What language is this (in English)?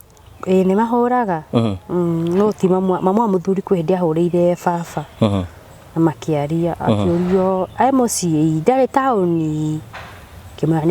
Kikuyu